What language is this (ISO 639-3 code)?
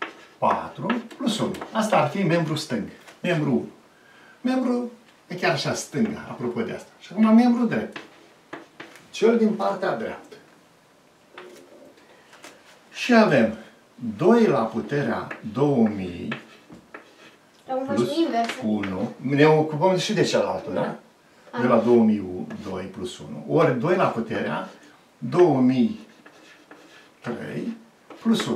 ron